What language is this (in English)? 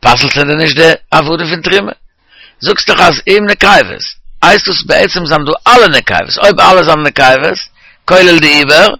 Yiddish